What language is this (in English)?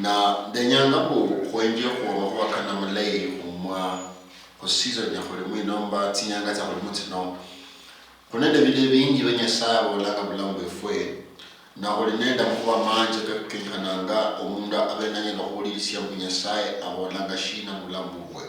Luyia